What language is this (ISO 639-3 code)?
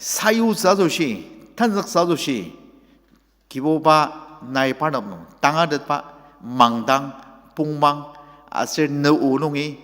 njo